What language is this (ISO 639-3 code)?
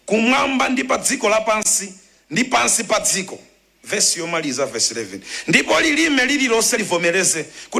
nya